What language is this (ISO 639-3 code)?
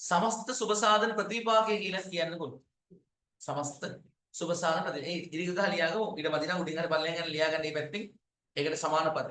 sin